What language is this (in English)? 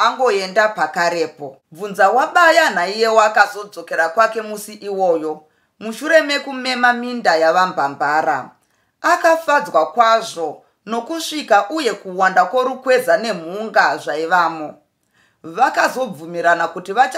Shona